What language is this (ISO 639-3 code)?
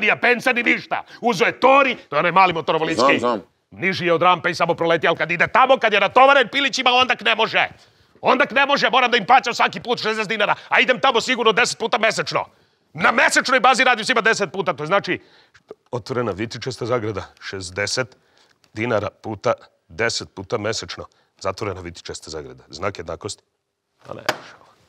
srp